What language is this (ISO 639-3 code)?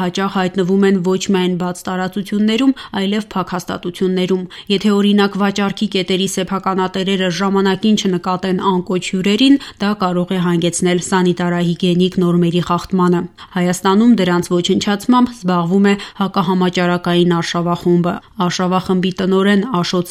hye